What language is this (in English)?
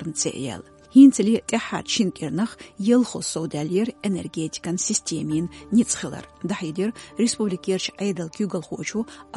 Chechen